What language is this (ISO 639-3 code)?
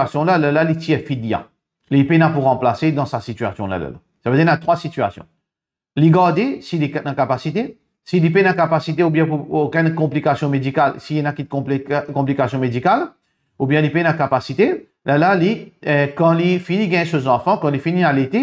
mfe